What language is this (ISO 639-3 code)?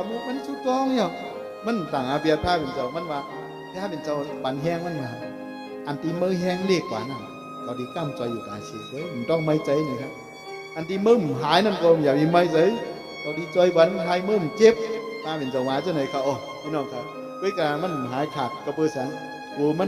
shn